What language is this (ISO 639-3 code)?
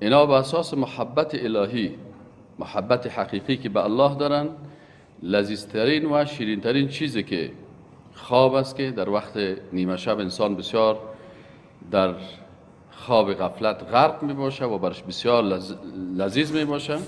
fas